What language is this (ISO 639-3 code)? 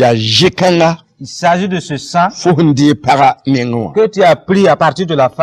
mos